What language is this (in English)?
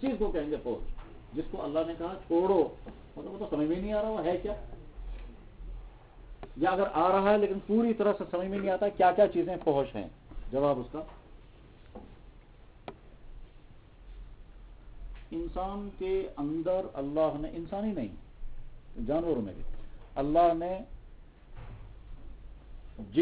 Urdu